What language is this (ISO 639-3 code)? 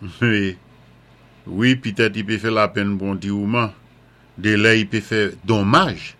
acf